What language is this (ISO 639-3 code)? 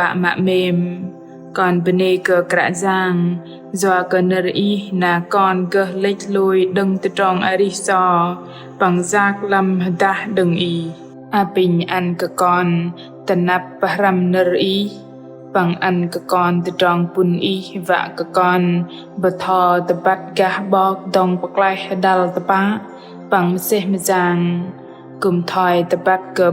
bdq